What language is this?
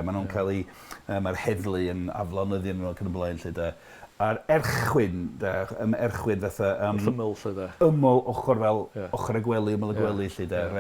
Welsh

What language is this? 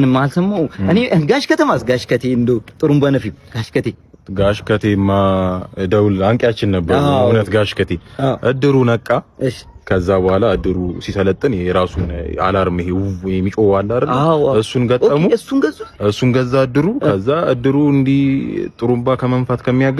Amharic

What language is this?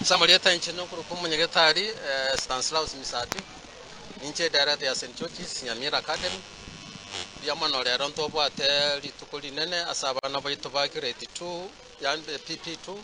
Gusii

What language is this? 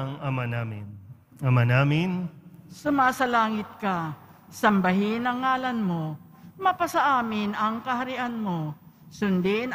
Filipino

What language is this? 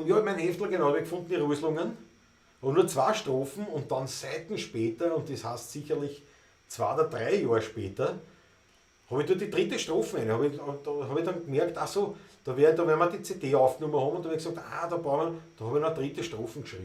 Bavarian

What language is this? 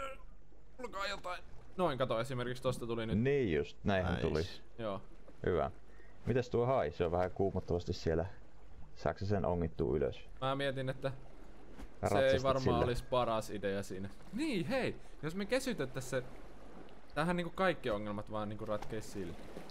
Finnish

